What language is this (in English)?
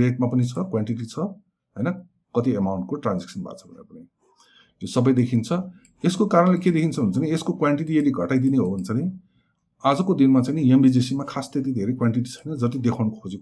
Nepali